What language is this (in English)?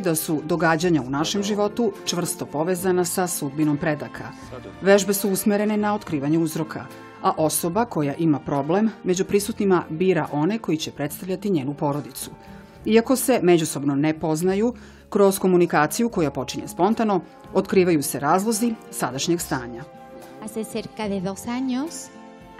Serbian